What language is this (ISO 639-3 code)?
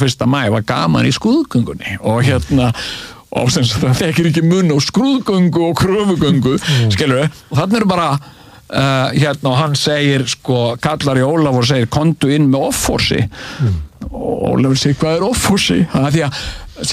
isl